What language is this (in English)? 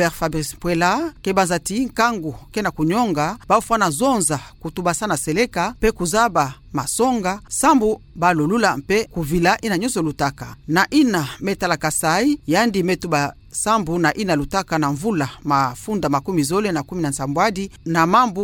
Kituba (Democratic Republic of Congo)